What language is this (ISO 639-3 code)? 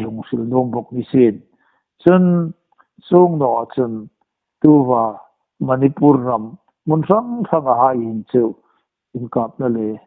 hmr